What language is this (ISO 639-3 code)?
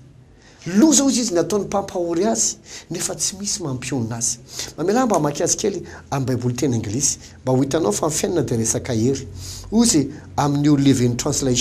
mlg